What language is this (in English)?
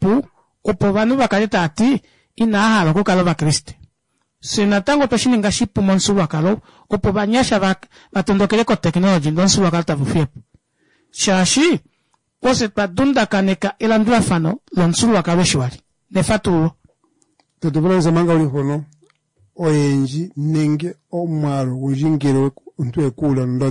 Kuanyama